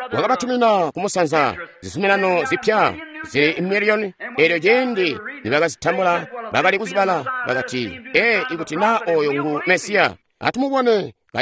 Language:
Tonga (Zambia)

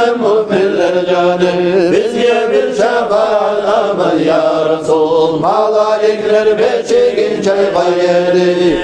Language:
Kumyk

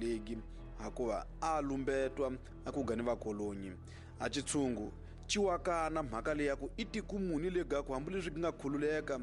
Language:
Tsonga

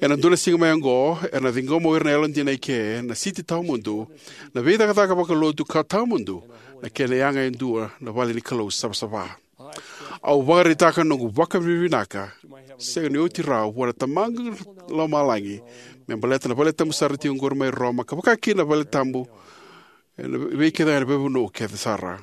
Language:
Fijian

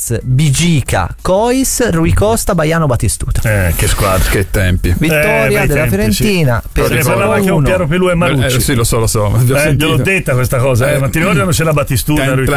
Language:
Italian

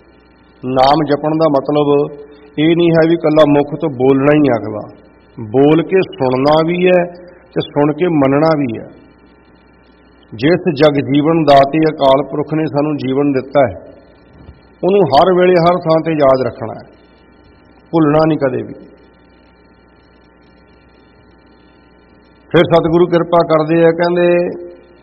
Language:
Punjabi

